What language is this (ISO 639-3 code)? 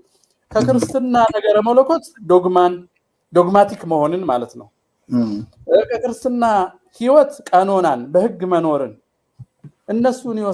amh